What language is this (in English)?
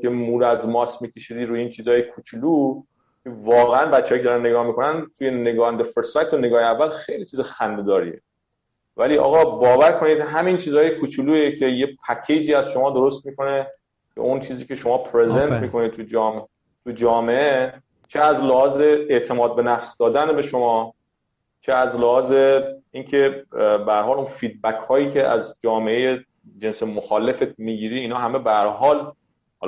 Persian